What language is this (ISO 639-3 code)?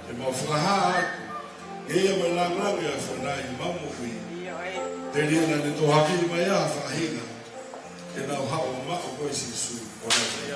ton